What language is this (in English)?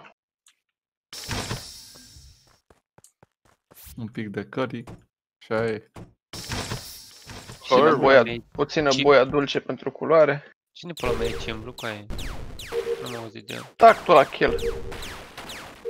Romanian